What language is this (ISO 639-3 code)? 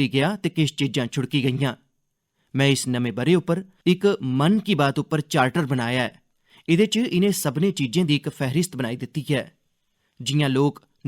doi